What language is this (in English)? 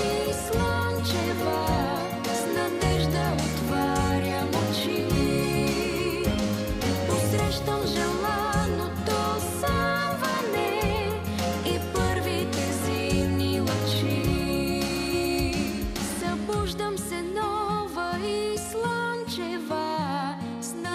Bulgarian